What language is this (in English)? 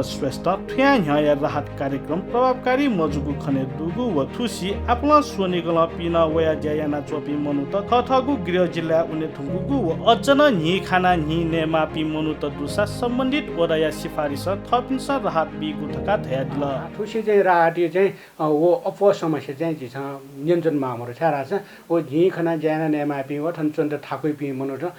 Newari